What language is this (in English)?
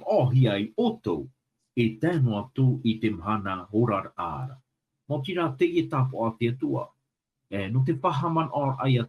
Tahitian